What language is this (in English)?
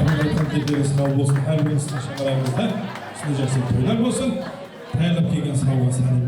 Kara-Kalpak